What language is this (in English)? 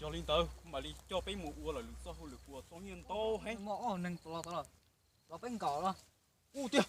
Hmong